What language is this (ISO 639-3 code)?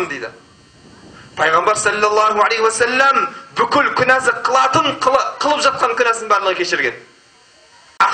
kaz